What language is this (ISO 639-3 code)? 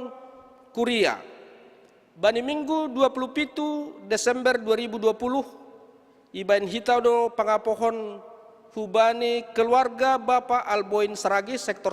bts